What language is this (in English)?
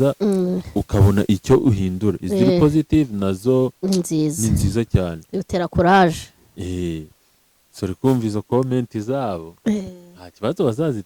Kinyarwanda